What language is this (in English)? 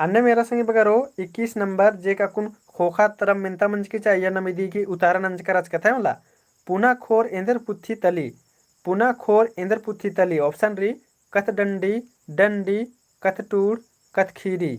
Kurukh